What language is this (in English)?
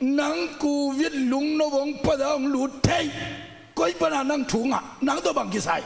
Tedim Chin